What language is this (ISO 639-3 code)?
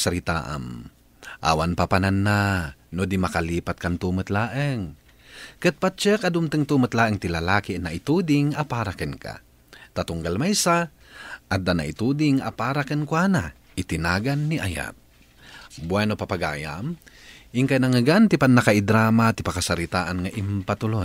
ilo